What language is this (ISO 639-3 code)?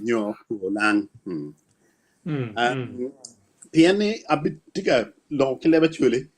ach